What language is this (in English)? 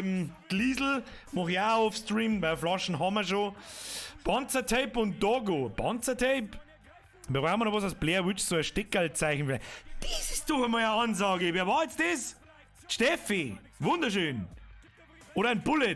Bavarian